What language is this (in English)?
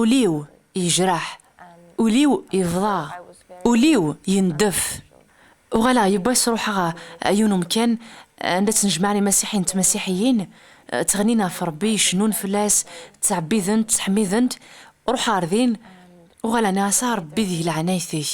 Kabyle